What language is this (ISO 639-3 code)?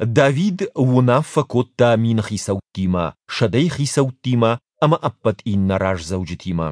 oss